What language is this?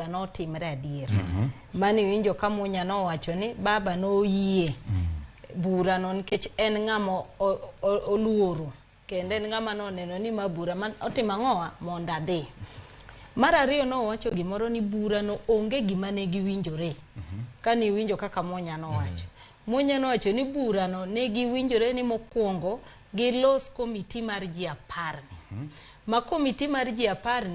Luo (Kenya and Tanzania)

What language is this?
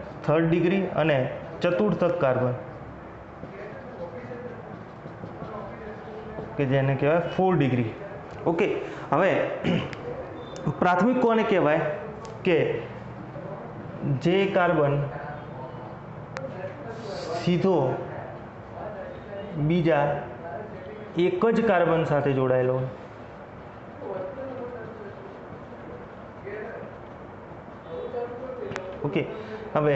Gujarati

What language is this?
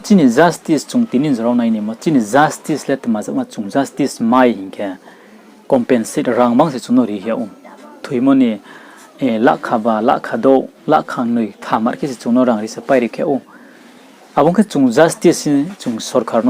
Riang (India)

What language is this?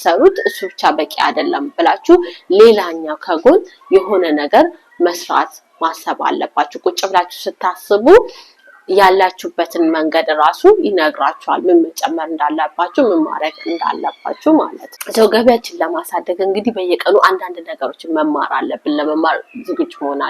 Amharic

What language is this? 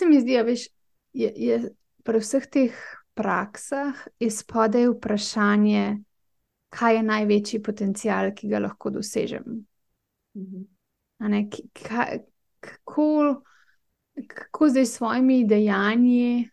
Slovenian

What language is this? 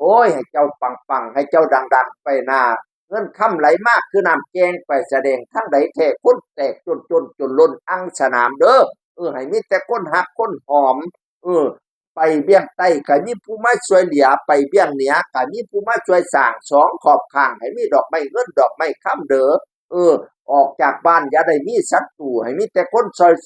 Northeastern Thai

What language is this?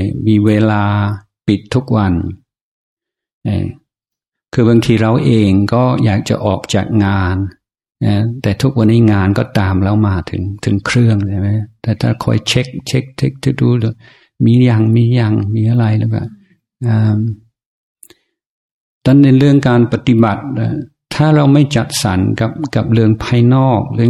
Thai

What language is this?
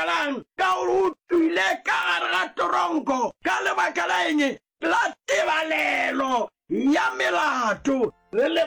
Northern Sotho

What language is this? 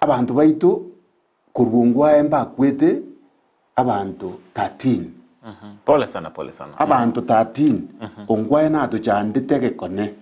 Gusii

